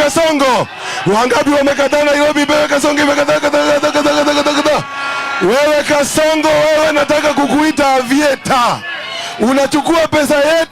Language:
Swahili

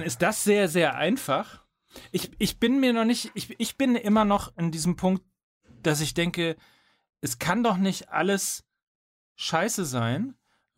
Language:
German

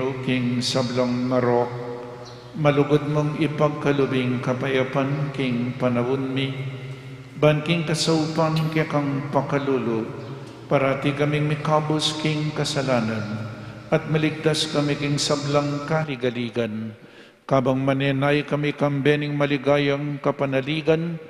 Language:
Pampanga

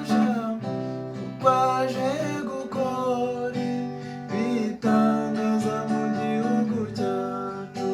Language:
Kinyarwanda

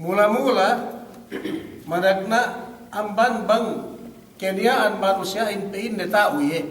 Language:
Yakan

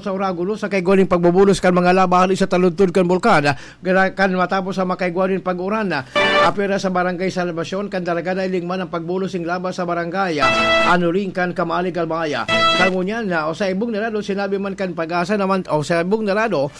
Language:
Bikol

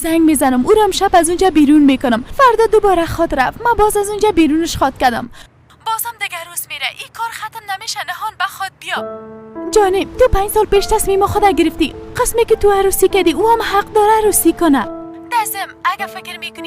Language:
Persian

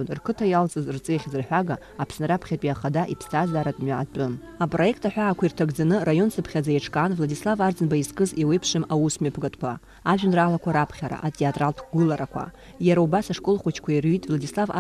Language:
Abkhazian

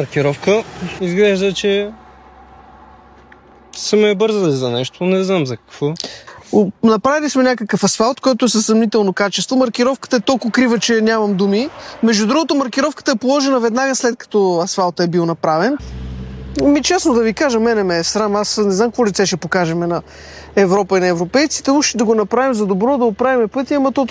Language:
Bulgarian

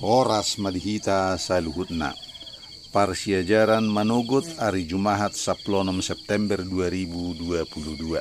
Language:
Batak Toba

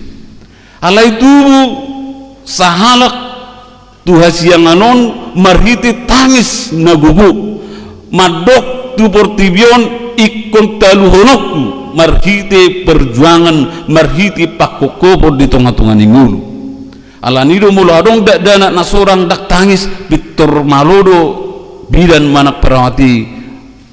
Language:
Batak Toba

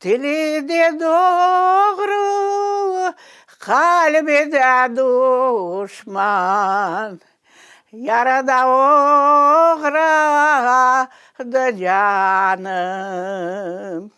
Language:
Crimean Tatar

